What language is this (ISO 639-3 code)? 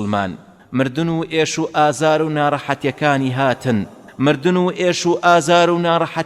ckb